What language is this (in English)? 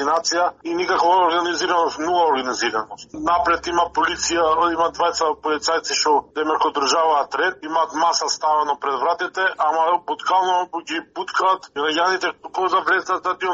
Macedonian